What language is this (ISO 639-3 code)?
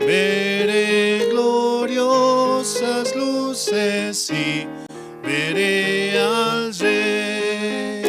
quh